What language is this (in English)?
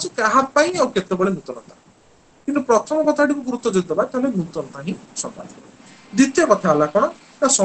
Odia